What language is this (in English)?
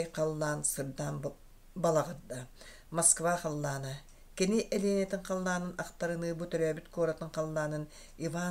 Yakut